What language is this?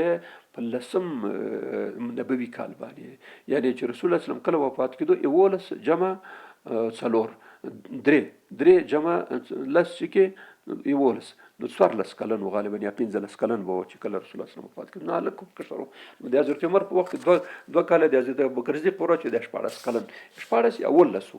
Pashto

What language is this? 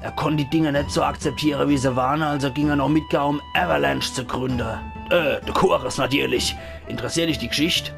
Palatine German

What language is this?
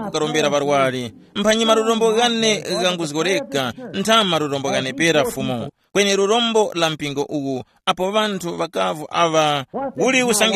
Tumbuka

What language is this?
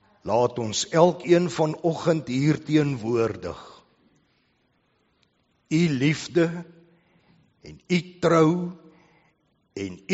Afrikaans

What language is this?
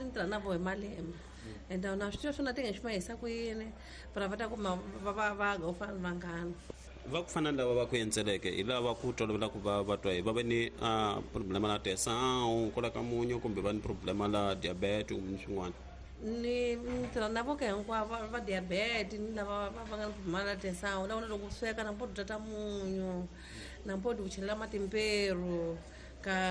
Tsonga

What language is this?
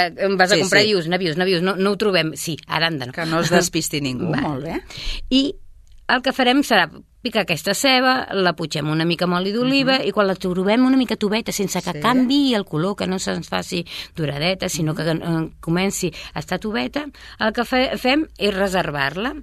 Catalan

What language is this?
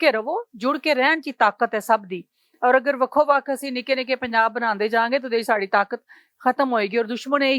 Western Panjabi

